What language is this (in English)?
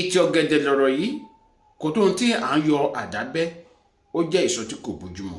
Yoruba